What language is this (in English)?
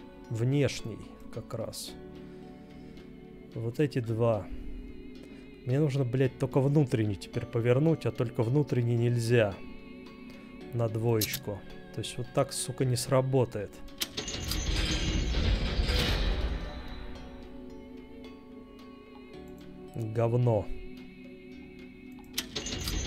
Russian